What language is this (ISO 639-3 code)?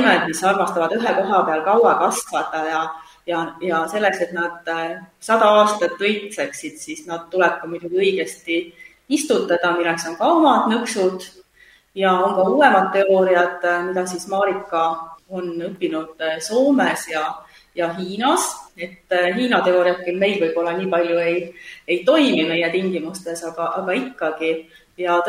est